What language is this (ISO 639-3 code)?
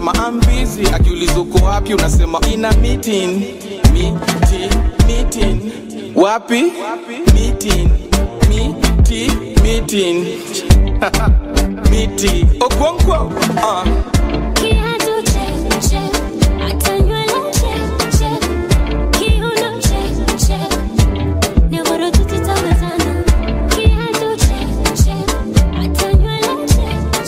swa